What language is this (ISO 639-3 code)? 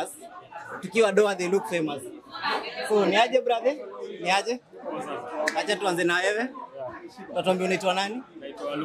swa